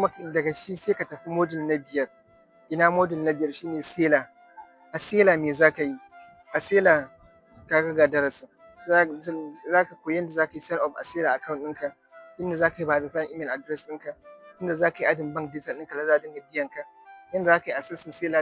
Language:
Hausa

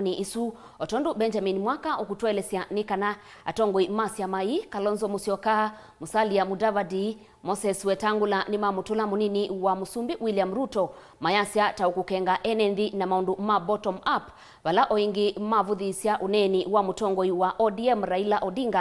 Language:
Kamba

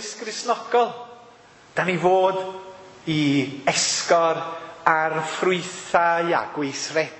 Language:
Welsh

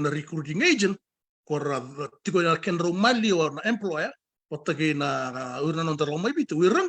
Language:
Fijian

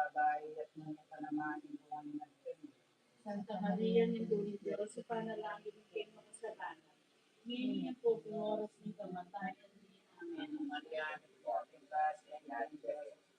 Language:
Pampanga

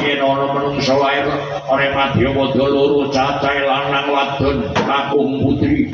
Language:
Javanese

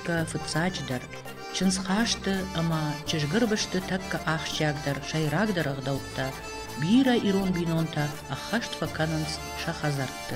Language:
Ossetic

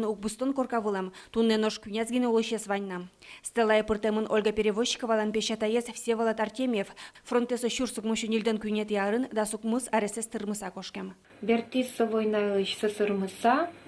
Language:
Udmurt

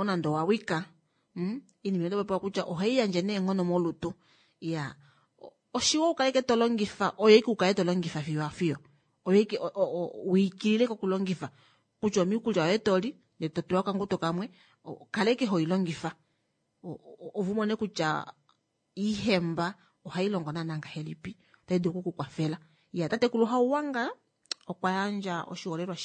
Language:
Kuanyama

